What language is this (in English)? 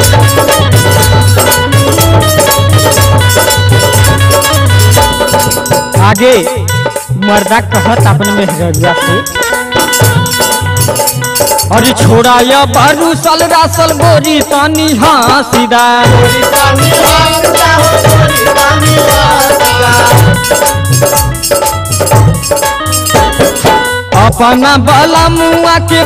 Bhojpuri